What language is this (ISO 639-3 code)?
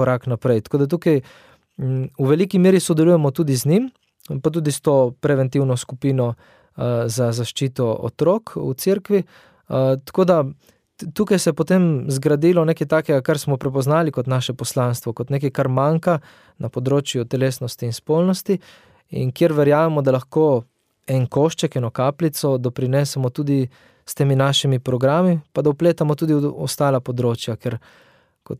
slv